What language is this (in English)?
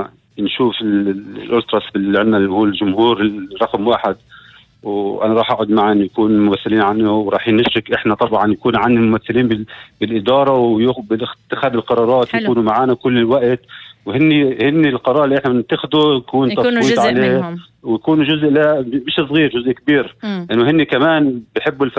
North Levantine Arabic